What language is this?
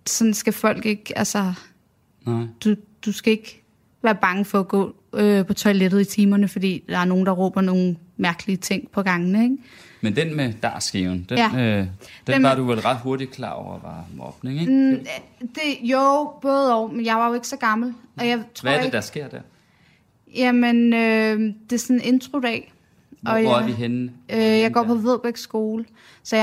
Danish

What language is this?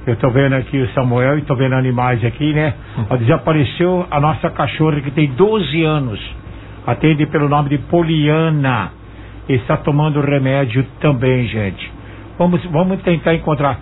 Portuguese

